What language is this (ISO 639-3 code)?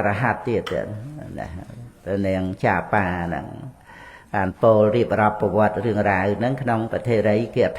khm